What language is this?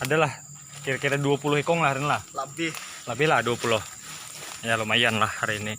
Banjar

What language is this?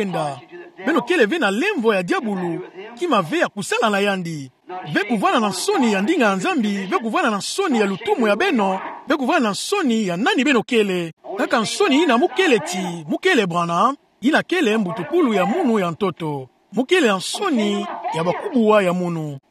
Kituba (Democratic Republic of Congo)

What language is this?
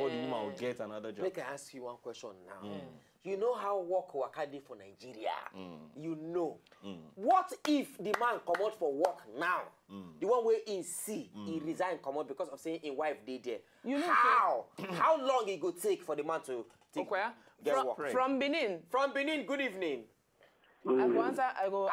Nigerian Pidgin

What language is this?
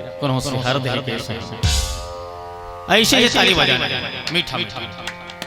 Chhattisgarhi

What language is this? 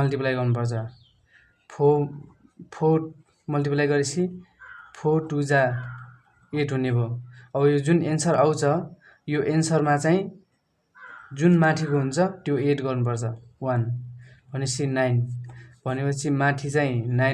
Nepali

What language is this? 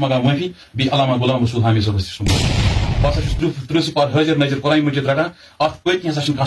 Kashmiri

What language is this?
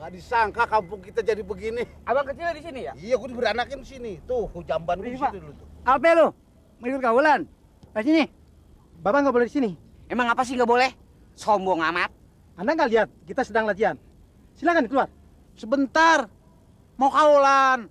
Betawi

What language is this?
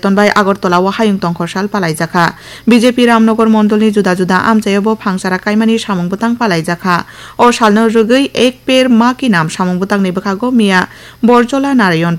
Kok Borok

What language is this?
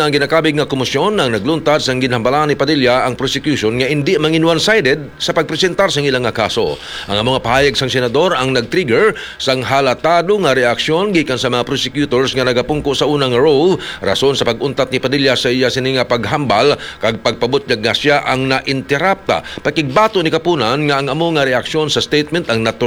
Hiligaynon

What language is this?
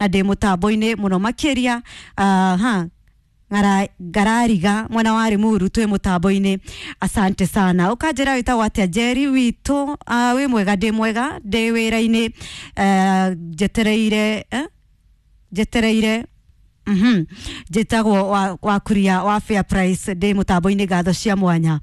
Kikuyu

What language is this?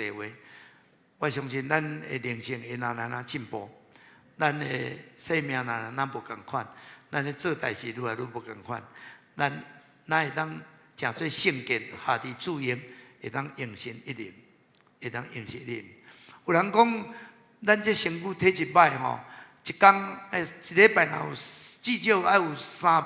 Min Nan Chinese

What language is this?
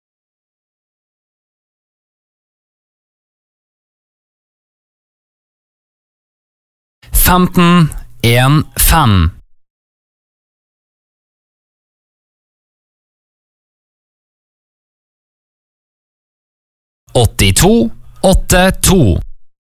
Norwegian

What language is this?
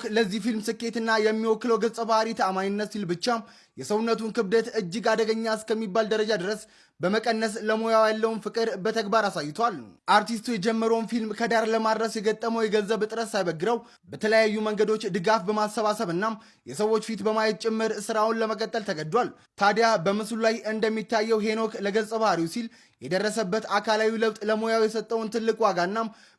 Amharic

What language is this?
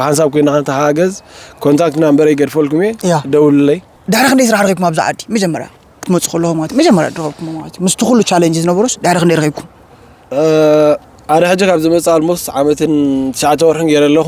Tigrinya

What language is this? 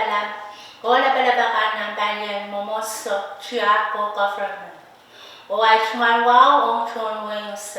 Pohnpeian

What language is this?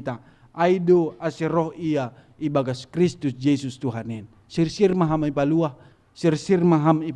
Batak Simalungun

